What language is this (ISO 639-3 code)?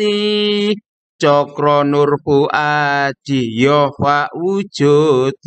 jav